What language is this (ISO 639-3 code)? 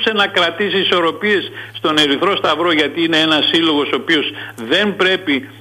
ell